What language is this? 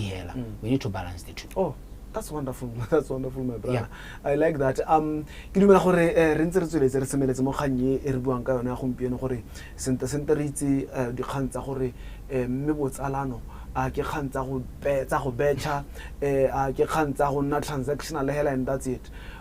Tswana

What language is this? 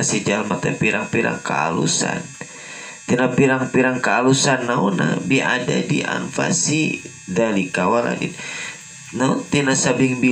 Sundanese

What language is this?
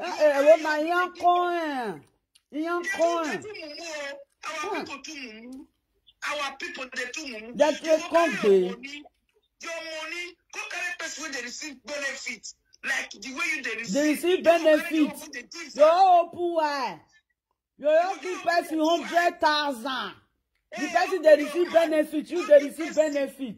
Nigerian Pidgin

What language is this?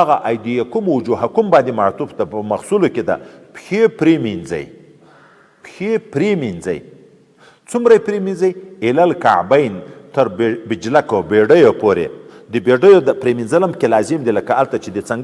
Pashto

